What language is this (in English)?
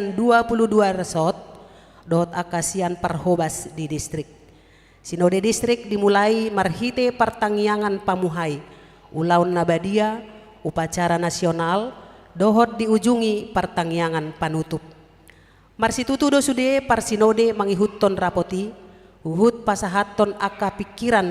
Batak Toba